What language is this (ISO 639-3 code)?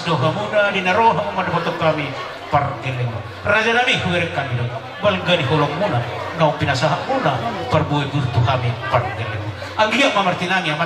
bbc